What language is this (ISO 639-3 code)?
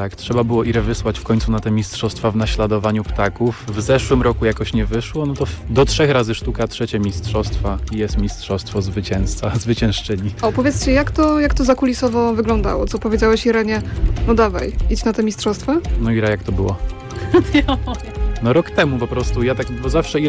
pol